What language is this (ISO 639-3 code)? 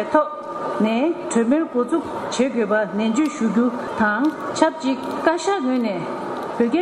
bod